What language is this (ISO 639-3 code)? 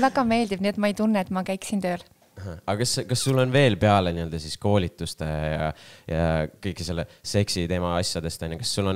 est